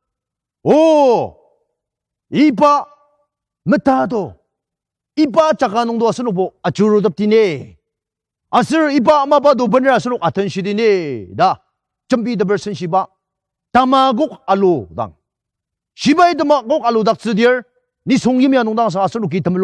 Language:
Ao Naga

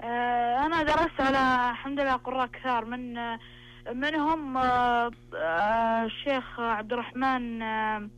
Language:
Najdi Arabic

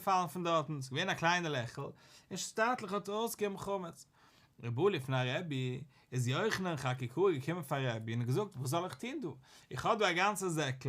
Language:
Yiddish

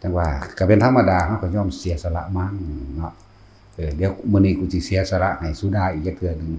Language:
Northeastern Thai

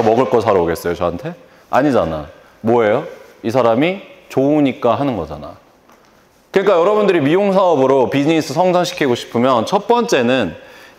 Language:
Korean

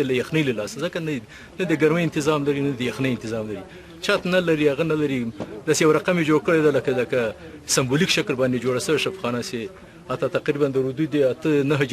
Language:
Pashto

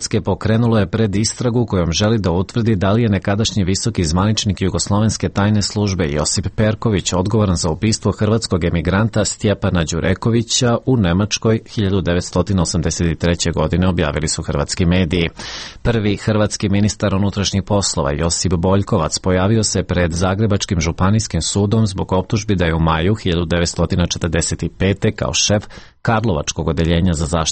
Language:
Serbian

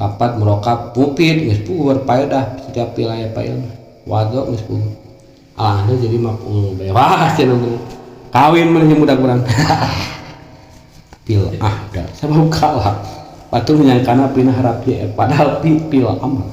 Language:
Sundanese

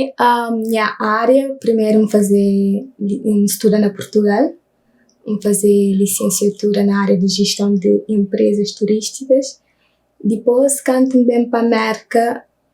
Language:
Kabuverdianu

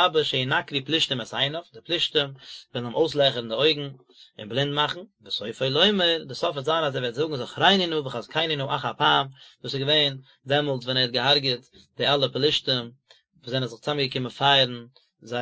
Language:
Yiddish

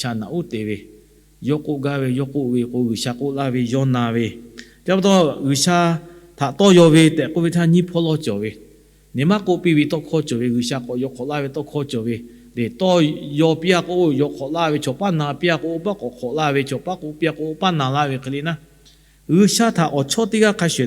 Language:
Lahu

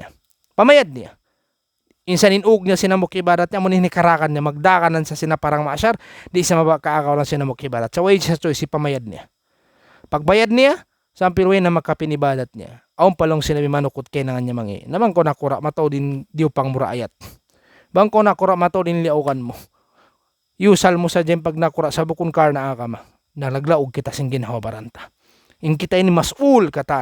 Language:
Tausug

